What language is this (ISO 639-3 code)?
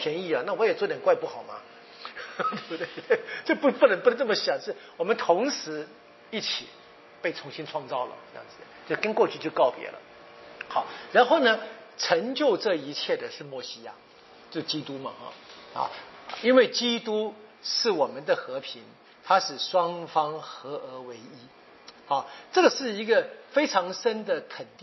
zho